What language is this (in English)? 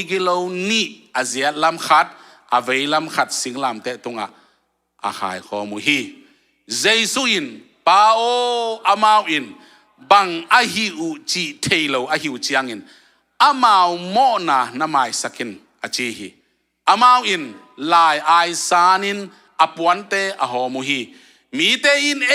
Tedim Chin